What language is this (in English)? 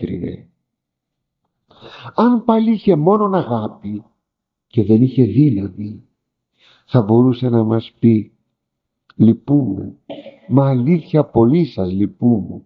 Greek